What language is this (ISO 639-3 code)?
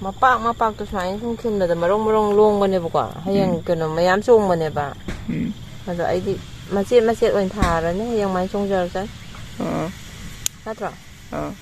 mni